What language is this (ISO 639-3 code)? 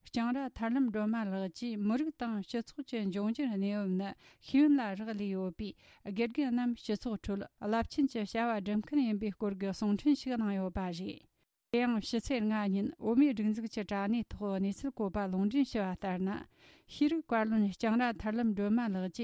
bod